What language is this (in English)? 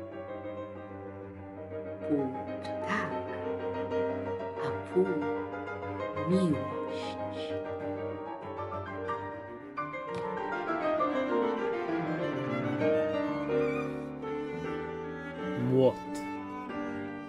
Polish